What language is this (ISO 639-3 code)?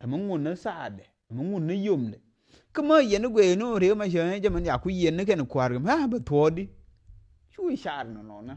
nus